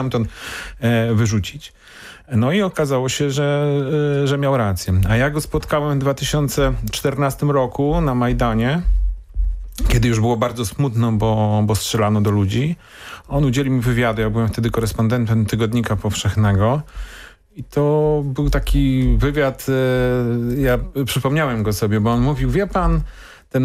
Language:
Polish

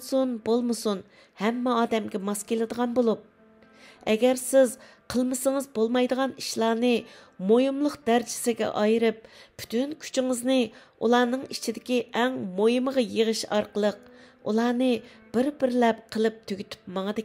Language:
Uyghur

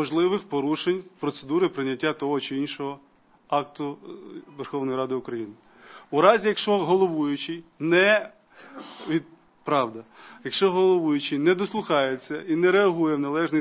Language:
Ukrainian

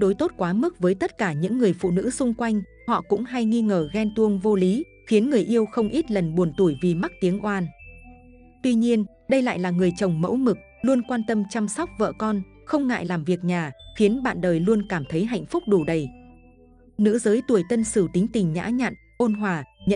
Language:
Vietnamese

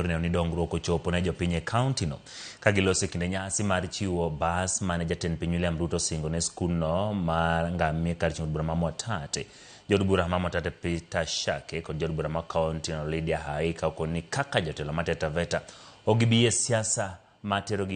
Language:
Luo (Kenya and Tanzania)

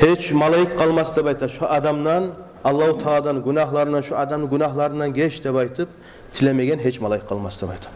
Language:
Kumyk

